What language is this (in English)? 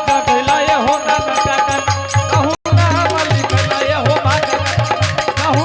Angika